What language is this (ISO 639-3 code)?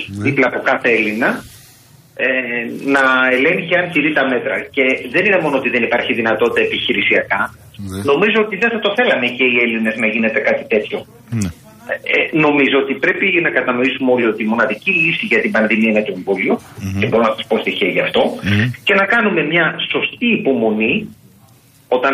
ell